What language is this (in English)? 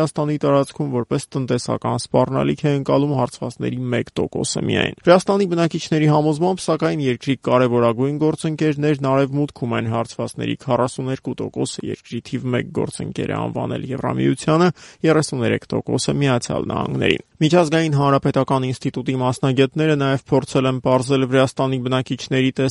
Armenian